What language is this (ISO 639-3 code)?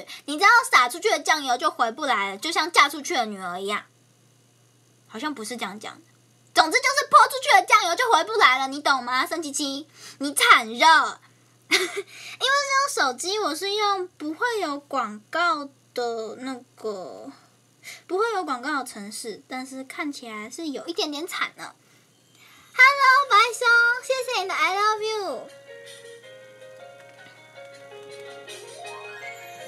zho